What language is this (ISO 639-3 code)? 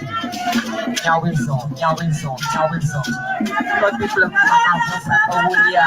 ewe